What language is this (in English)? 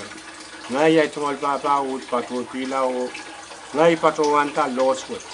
Pohnpeian